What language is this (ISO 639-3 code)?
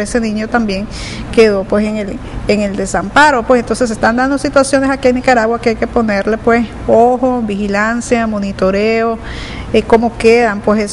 spa